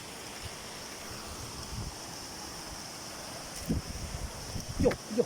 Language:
Lao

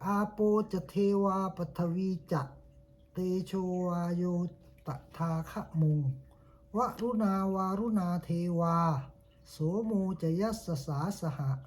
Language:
Pali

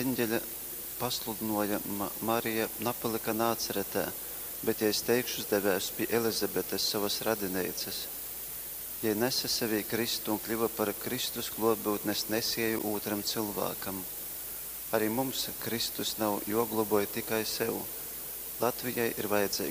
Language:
Latgalian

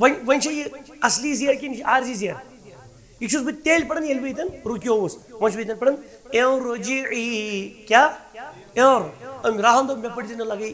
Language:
Kashmiri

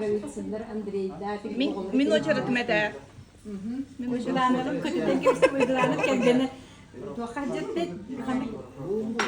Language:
Yakut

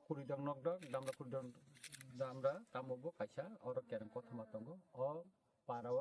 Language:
Kok Borok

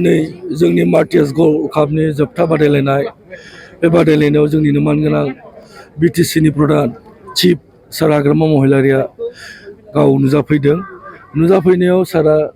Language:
Bodo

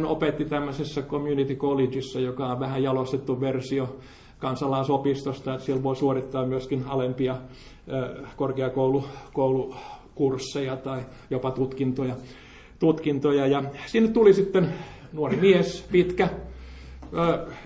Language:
Finnish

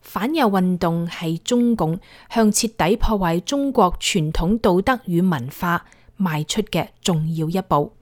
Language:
Cantonese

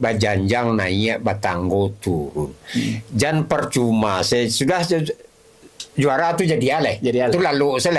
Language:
Minangkabau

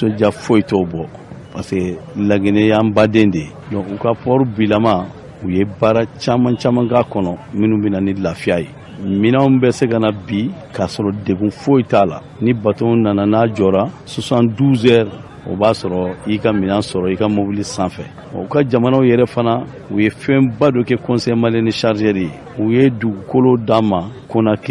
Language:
Bambara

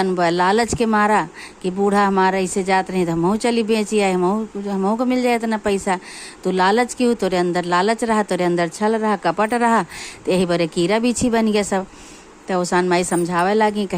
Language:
Awadhi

